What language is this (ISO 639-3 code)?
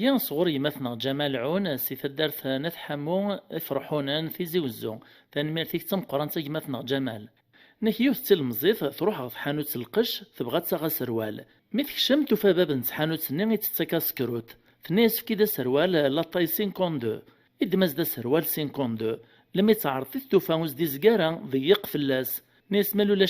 kab